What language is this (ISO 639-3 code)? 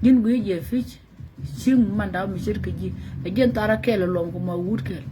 nus